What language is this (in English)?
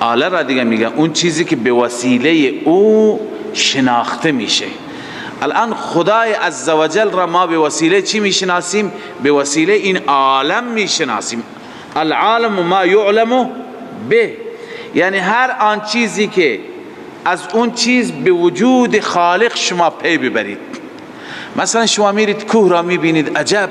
Persian